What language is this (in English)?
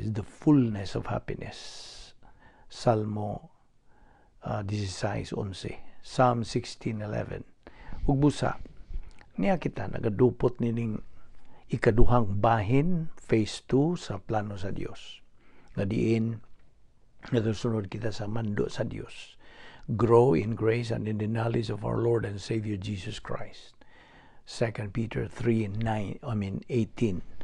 Cebuano